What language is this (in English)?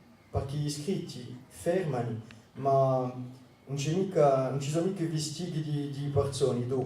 Corsican